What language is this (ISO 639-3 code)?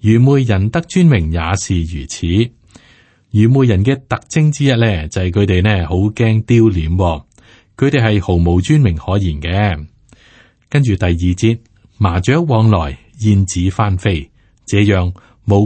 yue